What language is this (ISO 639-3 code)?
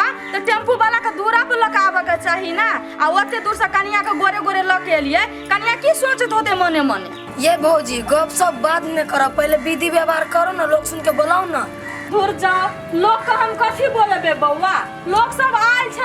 mai